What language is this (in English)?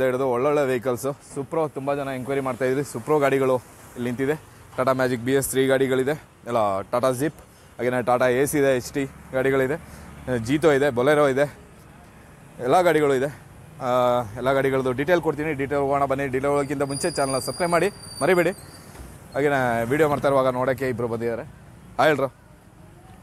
Kannada